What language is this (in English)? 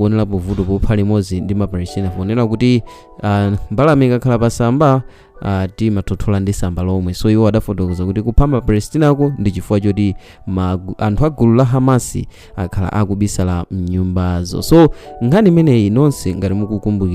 Nyanja